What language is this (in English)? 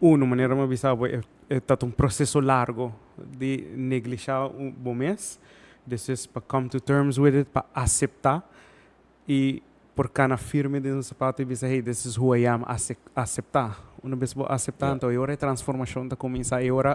Papiamento